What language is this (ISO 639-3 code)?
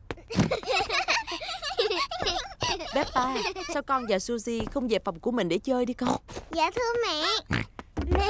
vie